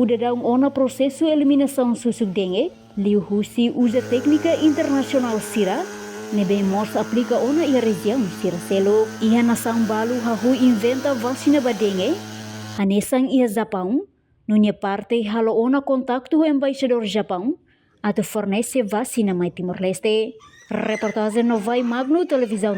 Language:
Tetum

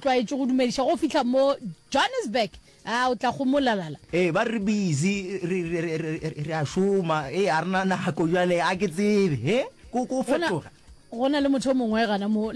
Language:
Northern Sotho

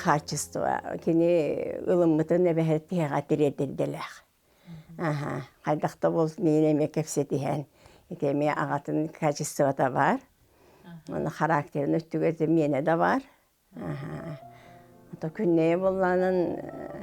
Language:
Yakut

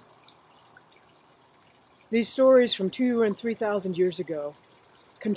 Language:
English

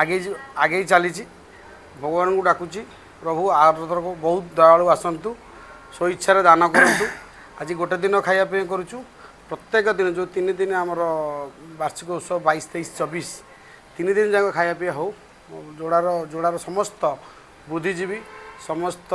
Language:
Odia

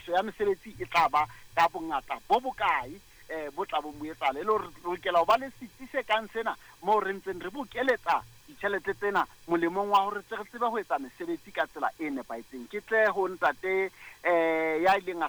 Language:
Southern Sotho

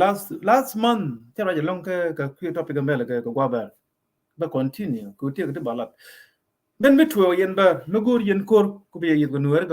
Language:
Nuer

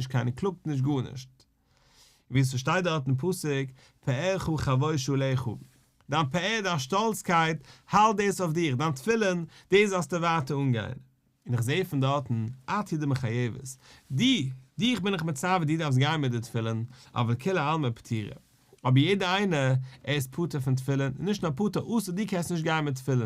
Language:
Yiddish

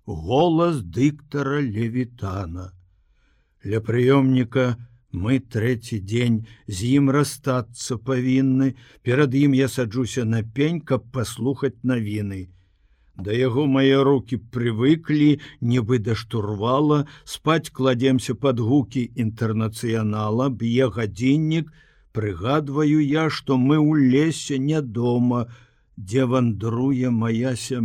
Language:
Belarusian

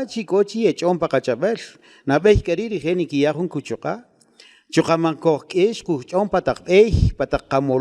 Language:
Kaqchikel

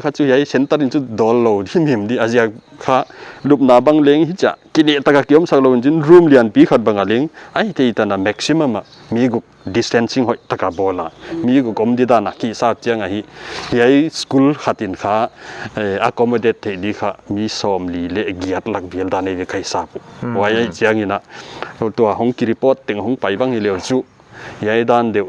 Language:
Paite Chin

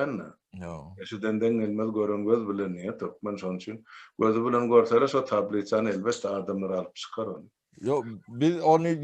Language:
Turkmen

